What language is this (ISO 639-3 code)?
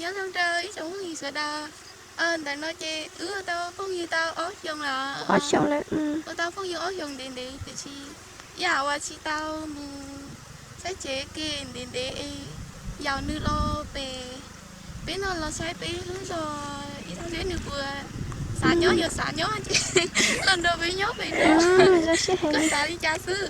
hmn